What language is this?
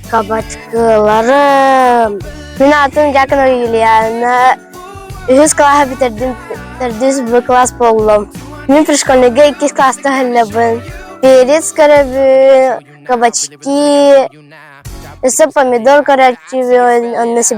Yakut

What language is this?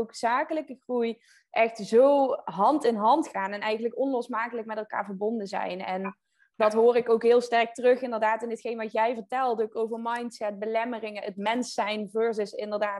Dutch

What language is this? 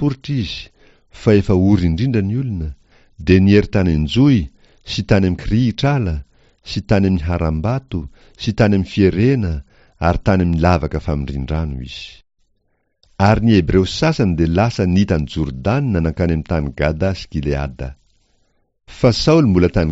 Malagasy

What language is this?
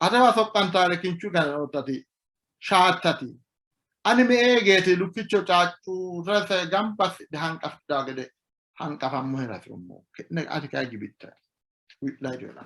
Sidamo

